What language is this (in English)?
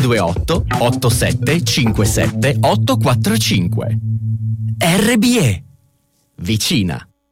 Italian